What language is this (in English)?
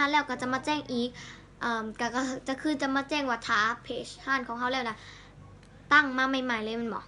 Lao